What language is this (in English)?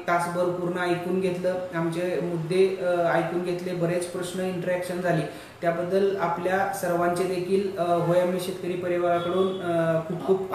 Marathi